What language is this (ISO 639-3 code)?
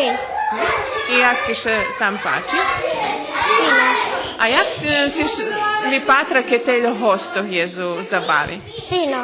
rue